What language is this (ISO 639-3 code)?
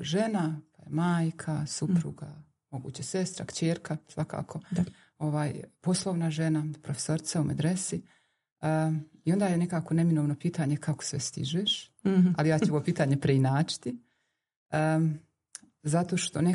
bos